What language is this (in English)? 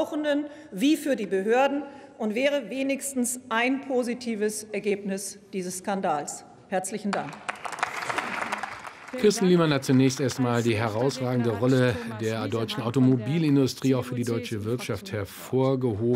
German